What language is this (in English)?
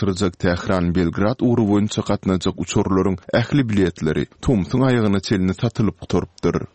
Turkmen